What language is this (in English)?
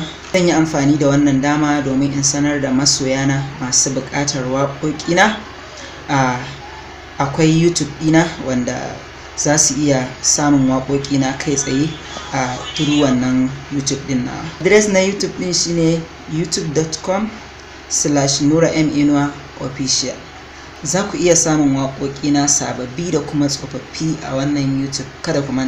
Hausa